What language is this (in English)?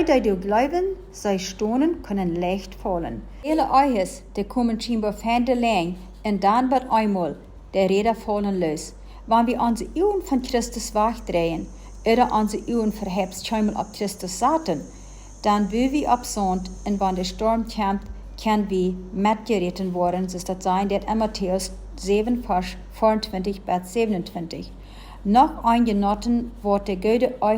Plautdietsch